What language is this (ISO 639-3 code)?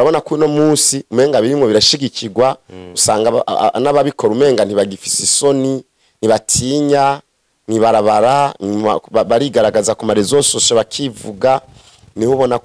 run